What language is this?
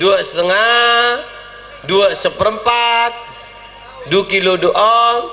Madurese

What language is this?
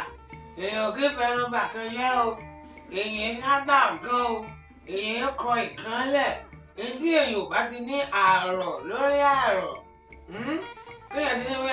Yoruba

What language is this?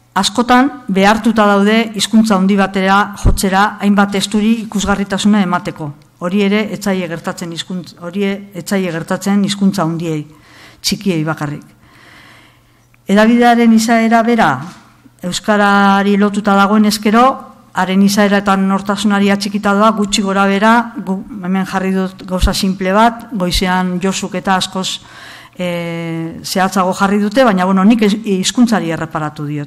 Basque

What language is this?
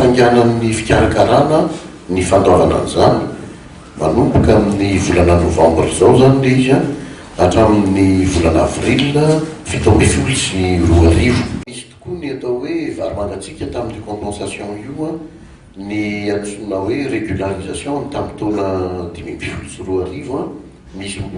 Malagasy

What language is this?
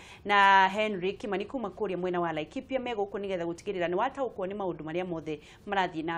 Kikuyu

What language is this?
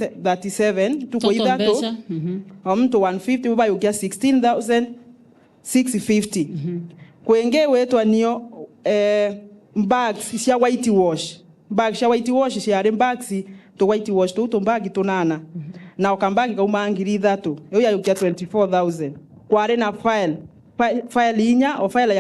Meru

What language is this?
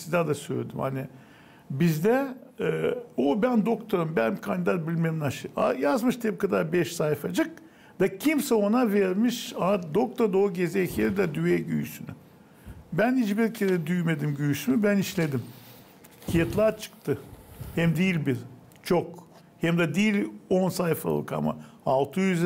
Gagauz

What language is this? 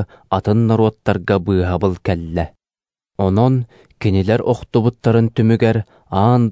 Yakut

